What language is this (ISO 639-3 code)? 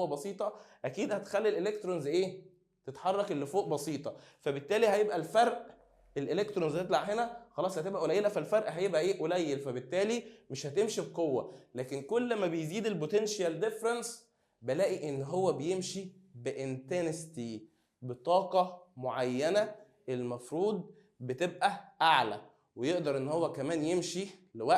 arz